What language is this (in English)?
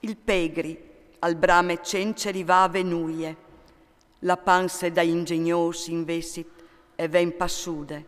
Friulian